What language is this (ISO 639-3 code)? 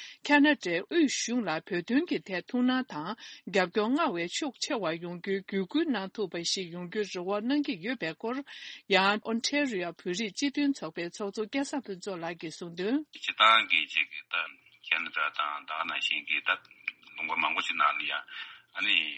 bod